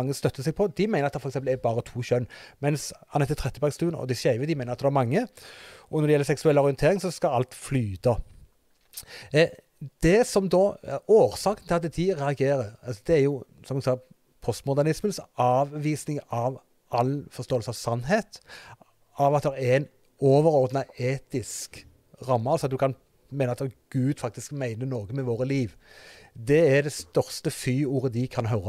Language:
Norwegian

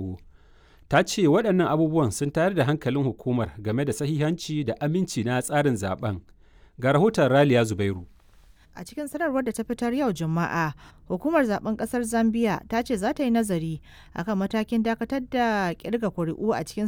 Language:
Hausa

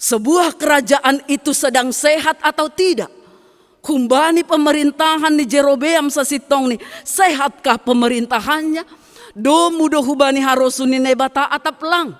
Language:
Batak Simalungun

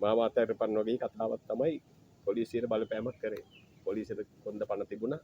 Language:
Sinhala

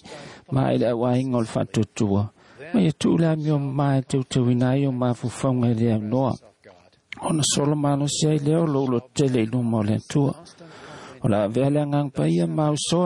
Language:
Samoan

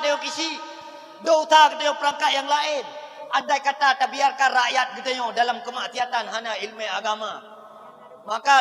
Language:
Achinese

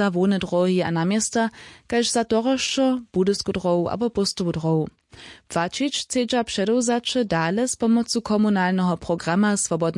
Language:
Upper Sorbian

